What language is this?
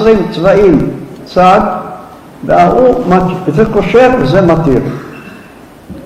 Hebrew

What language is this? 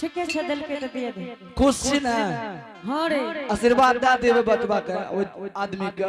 Angika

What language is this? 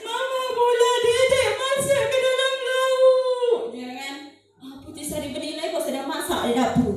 Minangkabau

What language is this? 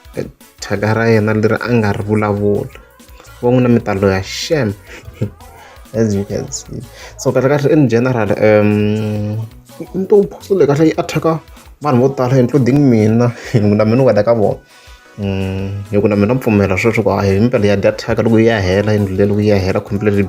Tsonga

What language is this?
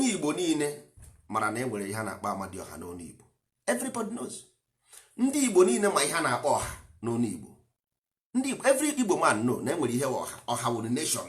Igbo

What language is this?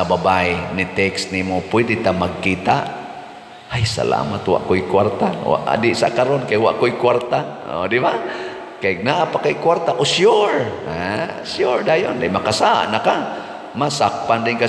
Cebuano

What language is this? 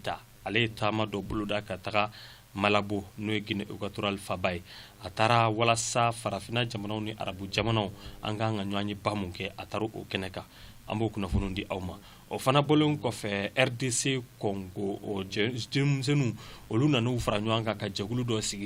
Bambara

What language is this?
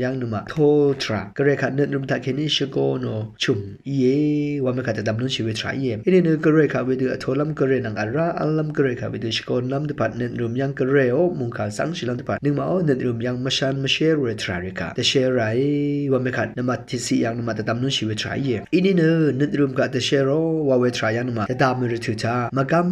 Rawang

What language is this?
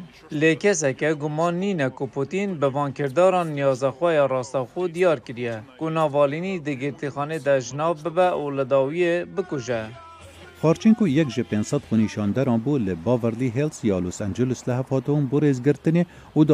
Kurdish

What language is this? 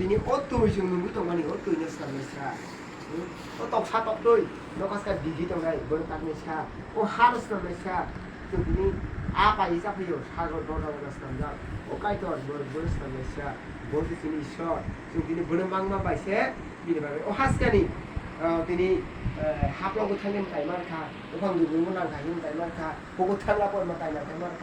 Kok Borok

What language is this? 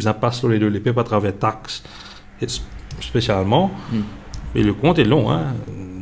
Morisyen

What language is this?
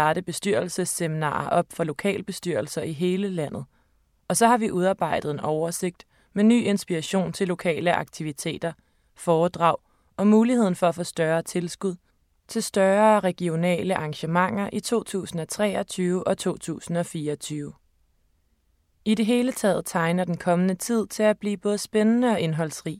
Danish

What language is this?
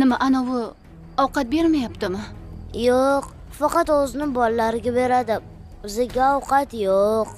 Uzbek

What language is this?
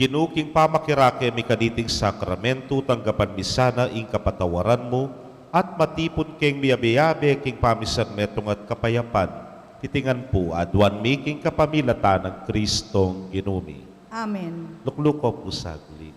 Pampanga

